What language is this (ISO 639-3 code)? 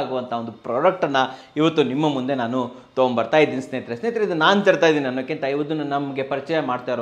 kan